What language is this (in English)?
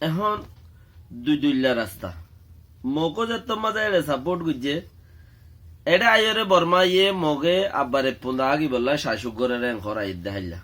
Rohingya